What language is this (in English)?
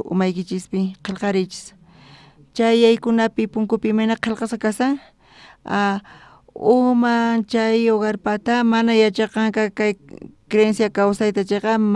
South Bolivian Quechua